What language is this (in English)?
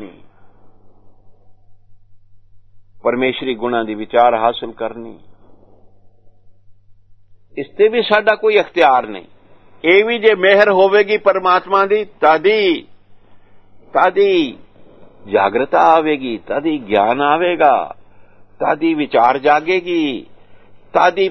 Punjabi